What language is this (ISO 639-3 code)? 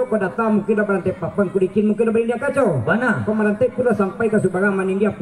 min